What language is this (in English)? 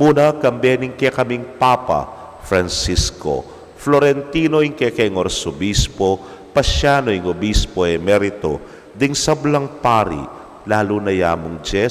Pampanga